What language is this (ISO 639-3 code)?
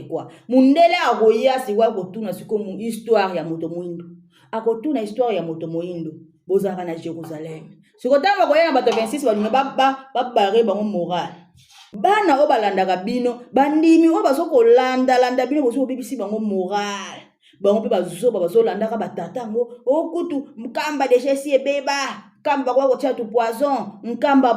lin